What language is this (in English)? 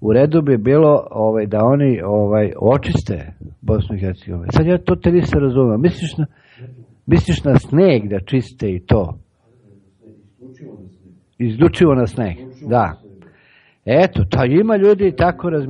Serbian